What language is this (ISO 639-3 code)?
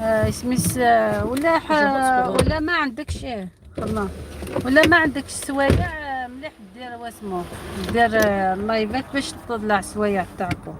arq